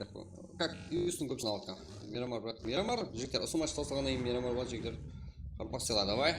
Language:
Kara-Kalpak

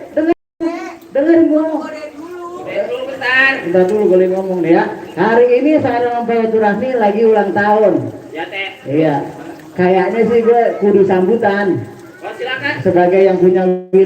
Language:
Betawi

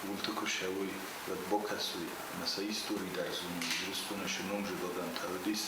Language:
Ossetic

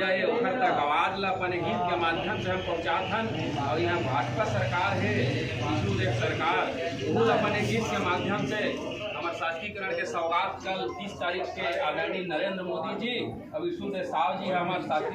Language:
Chhattisgarhi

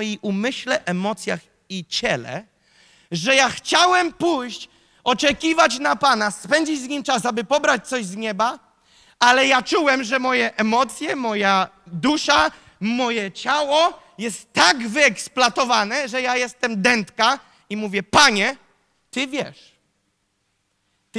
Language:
Polish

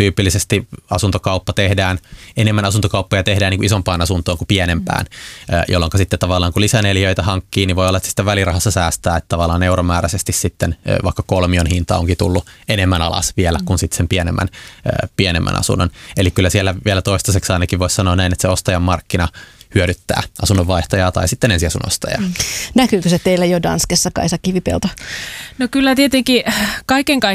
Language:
Finnish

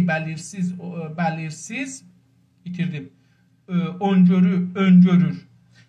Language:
South Azerbaijani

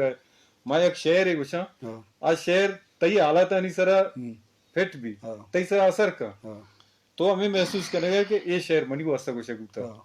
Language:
Eastern Balochi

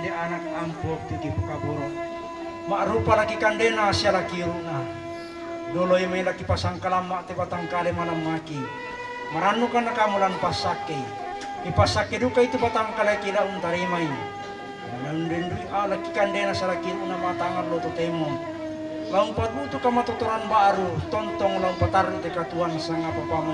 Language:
Toraja-Sa'dan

